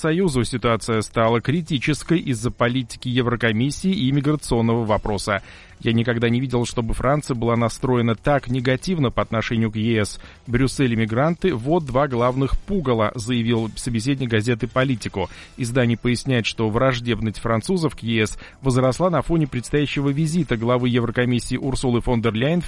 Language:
Russian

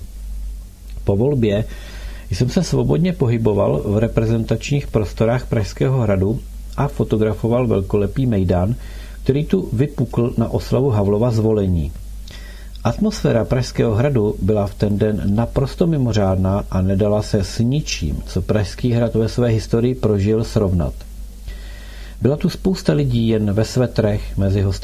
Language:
Czech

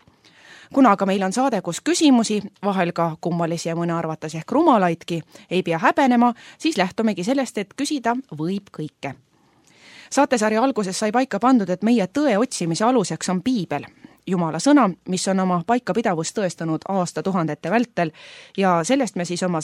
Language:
Estonian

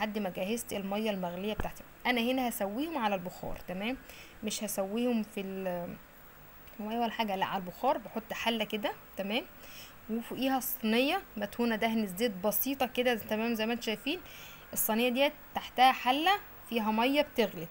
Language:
Egyptian Arabic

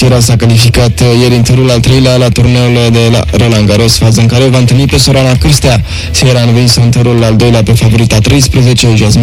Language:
Romanian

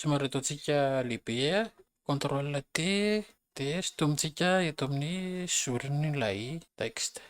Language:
Malagasy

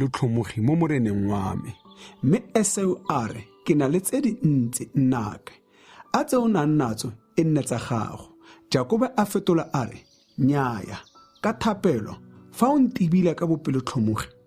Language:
Tswana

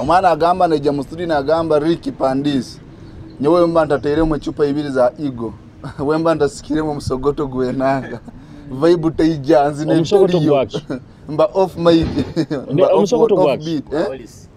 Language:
Nyoro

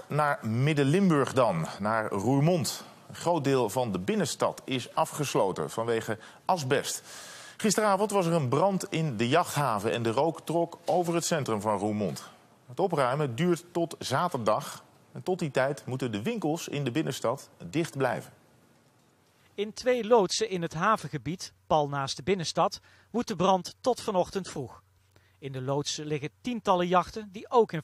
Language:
Dutch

